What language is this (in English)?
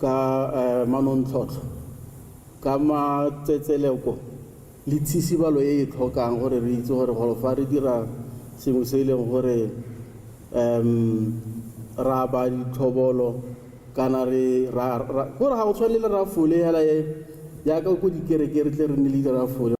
Tswana